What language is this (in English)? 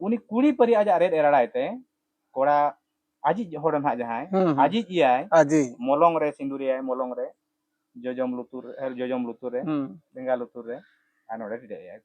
Santali